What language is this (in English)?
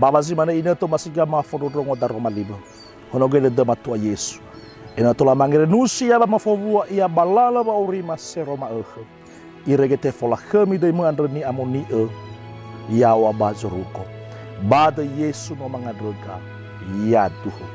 Nias